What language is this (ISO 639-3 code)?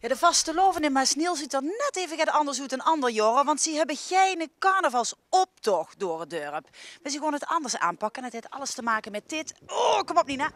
lim